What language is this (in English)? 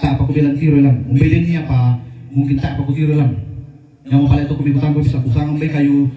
Toraja-Sa'dan